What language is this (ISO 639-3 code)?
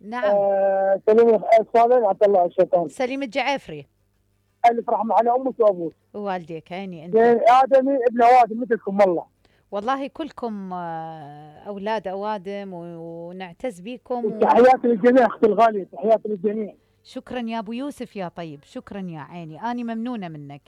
acm